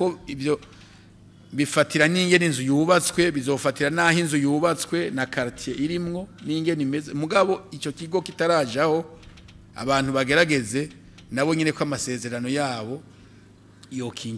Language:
Rundi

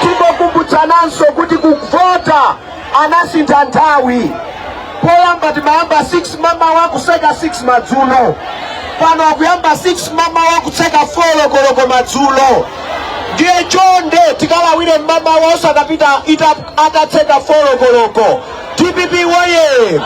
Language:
Nyanja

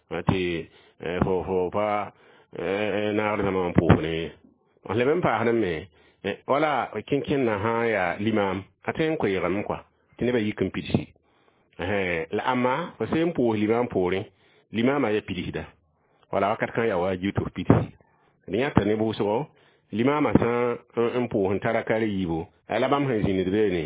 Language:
Mossi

